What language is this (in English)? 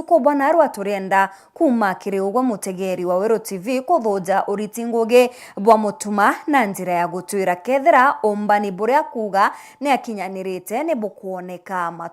Meru